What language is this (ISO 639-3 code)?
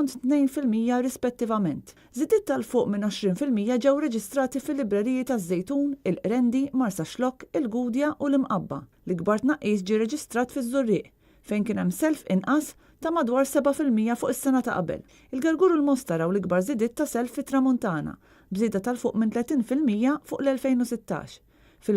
mlt